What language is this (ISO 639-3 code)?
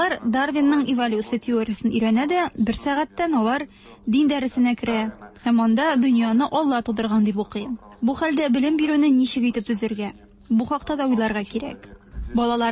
tat